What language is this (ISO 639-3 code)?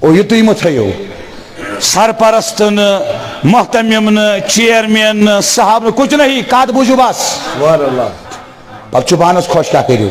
kas